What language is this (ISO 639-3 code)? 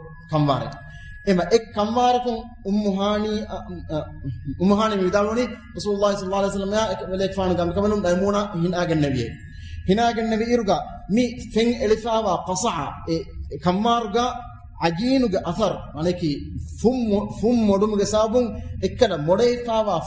div